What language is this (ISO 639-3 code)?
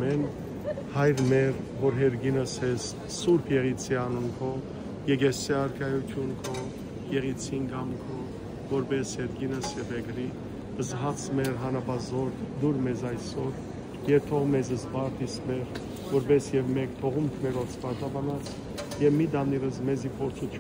hyw